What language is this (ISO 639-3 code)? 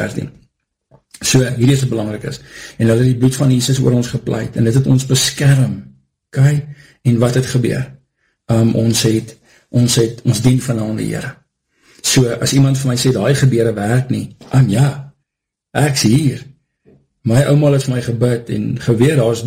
afr